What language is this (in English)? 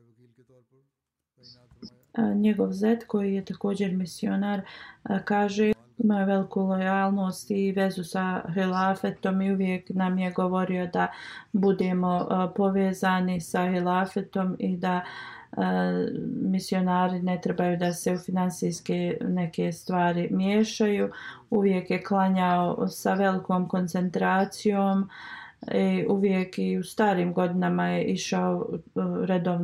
Bosnian